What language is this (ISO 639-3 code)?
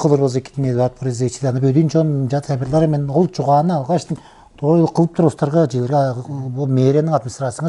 tyv